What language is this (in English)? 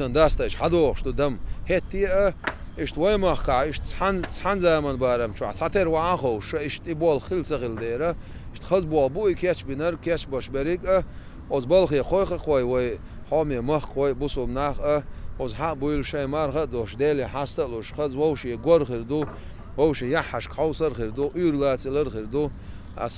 Chechen